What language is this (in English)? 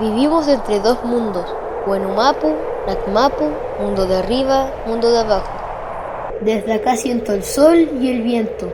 Mapuche